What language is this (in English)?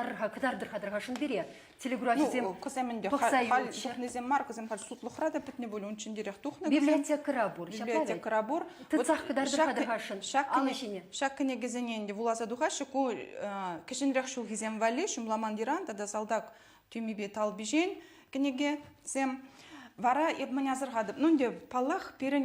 Chuvash